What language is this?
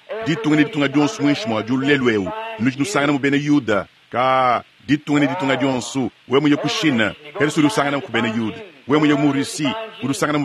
Luba-Lulua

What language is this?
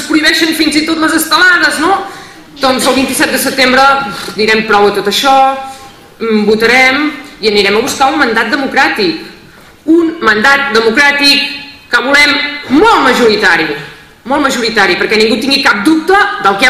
Catalan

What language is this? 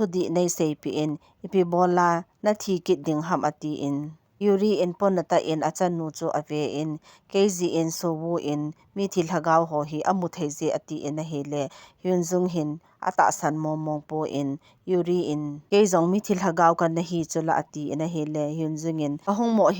Thado Chin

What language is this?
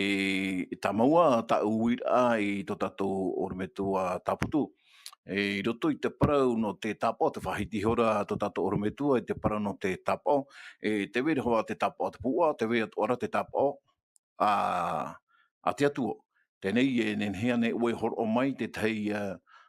Tahitian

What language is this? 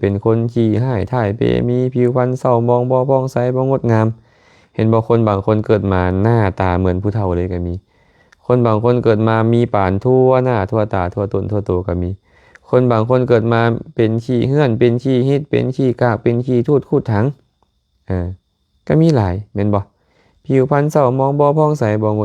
Lao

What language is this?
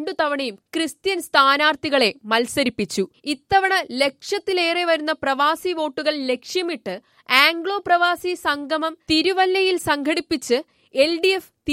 Malayalam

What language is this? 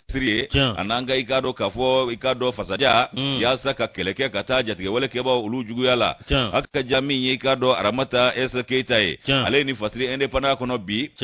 Bambara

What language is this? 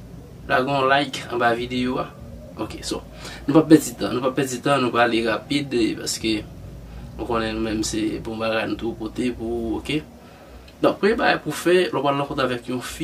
Haitian Creole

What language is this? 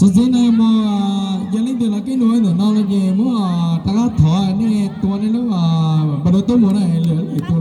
Hmong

